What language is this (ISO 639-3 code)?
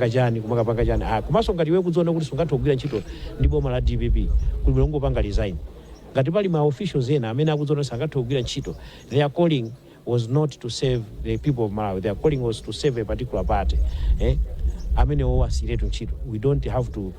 nya